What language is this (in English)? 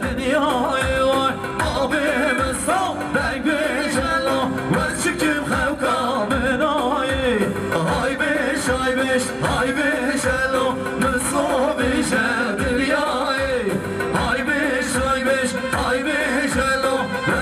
Kurdish